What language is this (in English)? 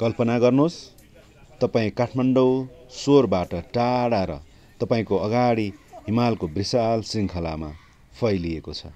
Nepali